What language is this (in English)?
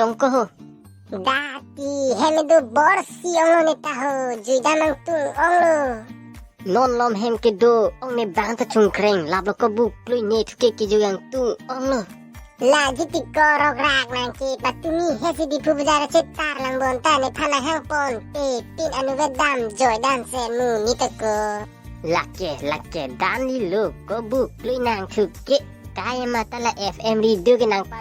Karbi